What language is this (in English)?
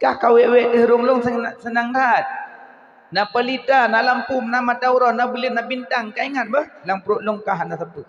Achinese